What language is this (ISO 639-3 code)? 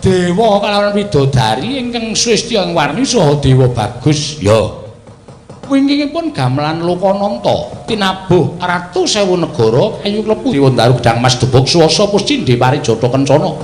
jav